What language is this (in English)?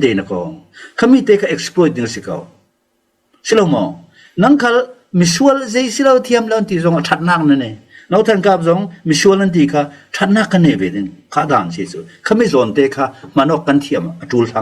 Falam Chin